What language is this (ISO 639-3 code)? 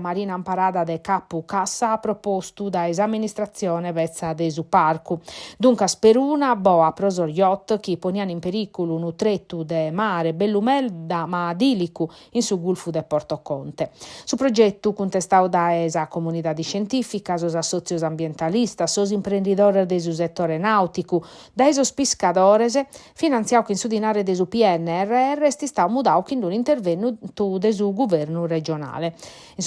srd